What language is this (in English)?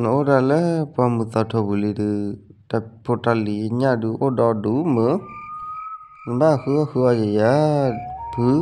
S'gaw Karen